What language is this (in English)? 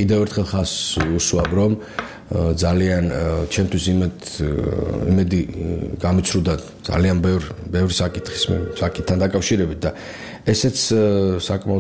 Georgian